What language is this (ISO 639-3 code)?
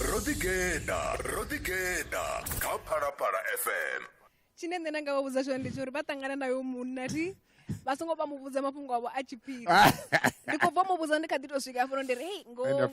ven